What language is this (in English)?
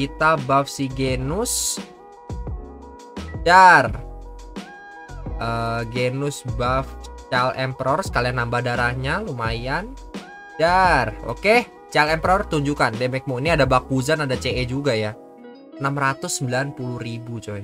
Indonesian